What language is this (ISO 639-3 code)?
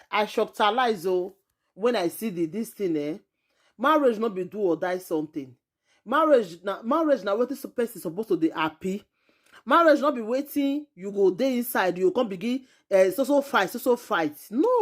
pcm